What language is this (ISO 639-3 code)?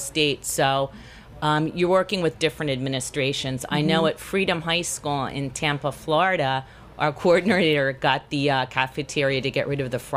eng